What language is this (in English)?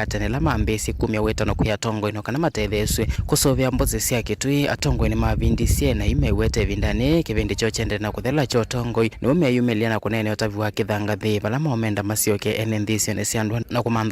Kamba